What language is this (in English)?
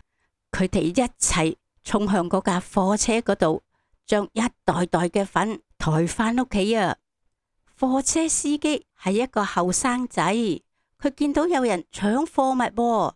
Cantonese